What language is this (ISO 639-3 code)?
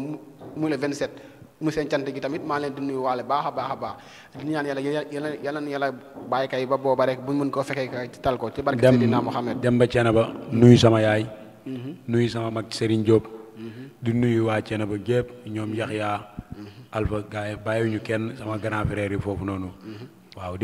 wol